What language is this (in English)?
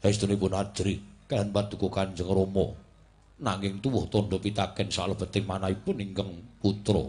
Javanese